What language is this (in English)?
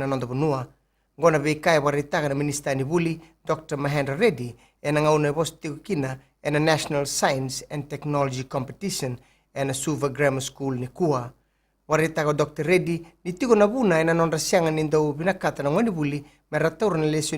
Fijian